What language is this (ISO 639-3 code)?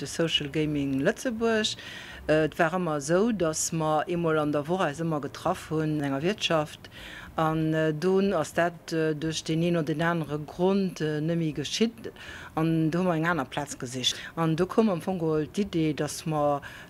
ltz